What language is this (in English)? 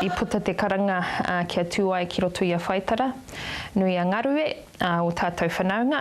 Māori